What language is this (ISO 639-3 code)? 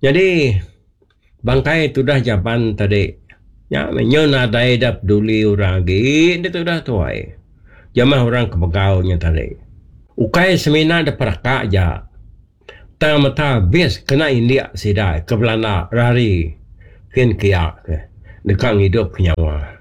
iba